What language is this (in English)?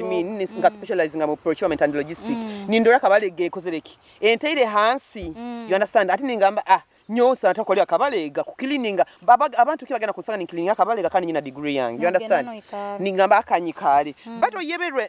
Nyoro